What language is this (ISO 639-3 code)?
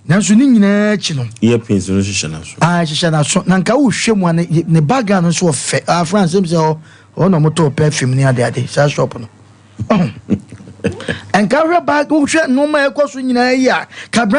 aka